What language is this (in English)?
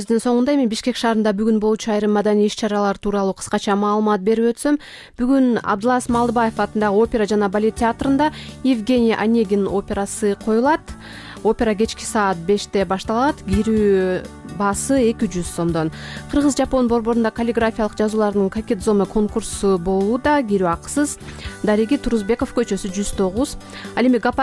Kyrgyz